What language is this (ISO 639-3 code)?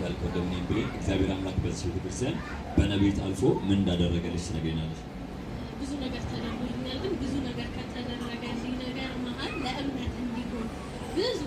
amh